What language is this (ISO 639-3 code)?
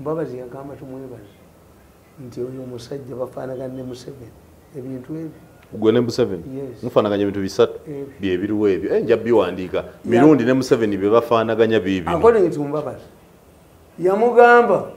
lug